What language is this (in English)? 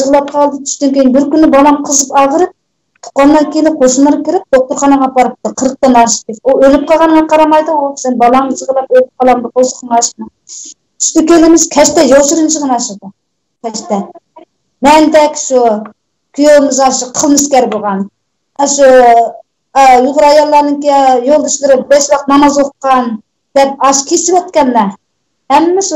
Uyghur